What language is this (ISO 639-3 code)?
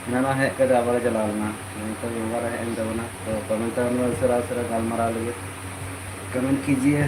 sat